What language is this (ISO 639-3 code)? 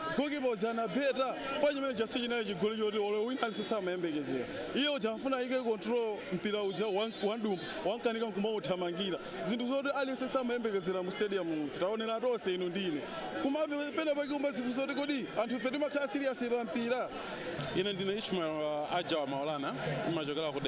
nya